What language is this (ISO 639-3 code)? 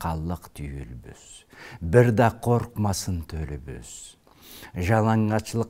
krc